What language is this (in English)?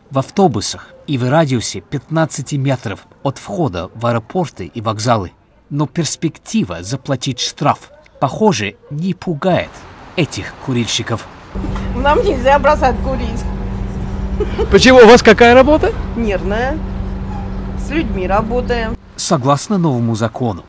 Russian